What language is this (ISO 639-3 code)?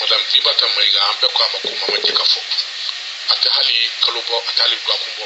bam